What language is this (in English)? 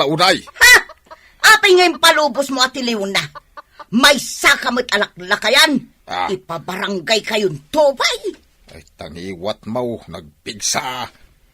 Iloko